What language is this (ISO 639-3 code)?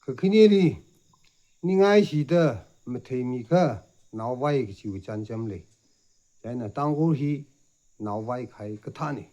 nmf